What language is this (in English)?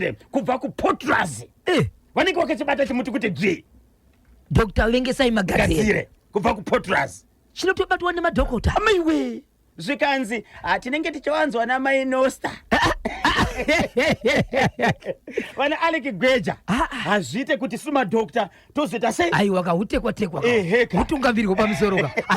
Shona